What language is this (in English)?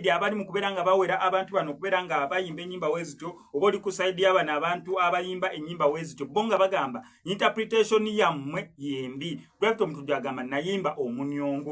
Ganda